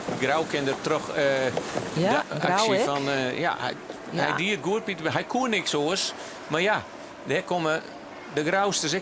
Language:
Western Frisian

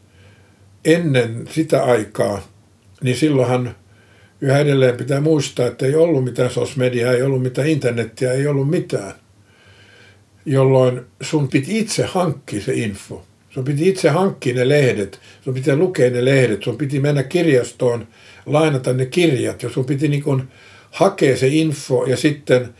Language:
Finnish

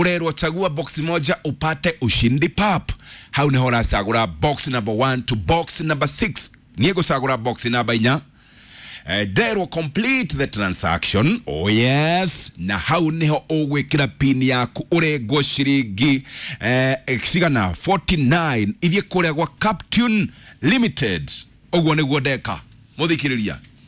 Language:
Kikuyu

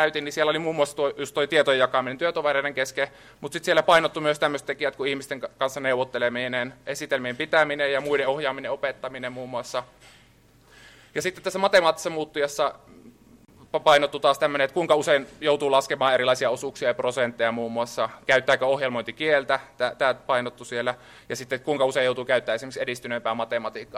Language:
Finnish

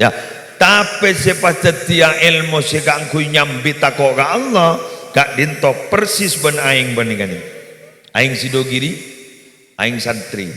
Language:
Madurese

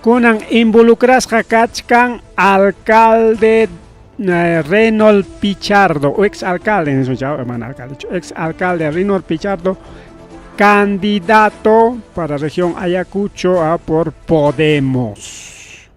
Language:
Ayacucho Quechua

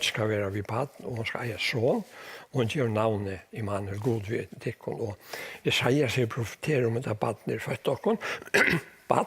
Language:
Faroese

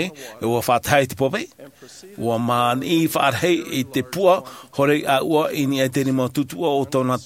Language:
Tahitian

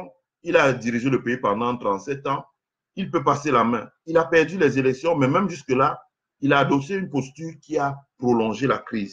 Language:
French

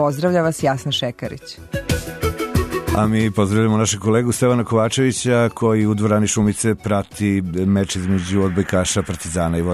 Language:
Serbian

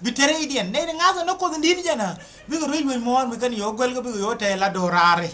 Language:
Nuer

